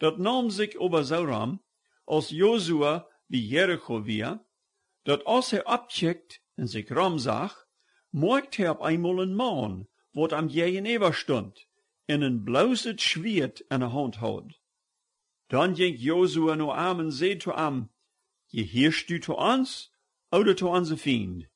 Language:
Plautdietsch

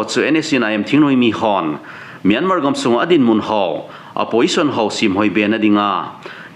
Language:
Thado Chin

